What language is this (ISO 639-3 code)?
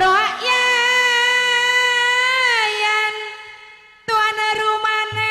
mad